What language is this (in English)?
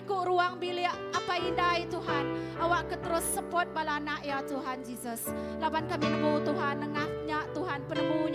Iban